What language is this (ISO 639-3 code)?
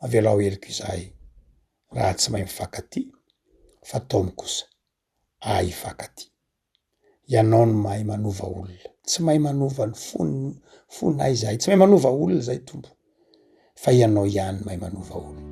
mlg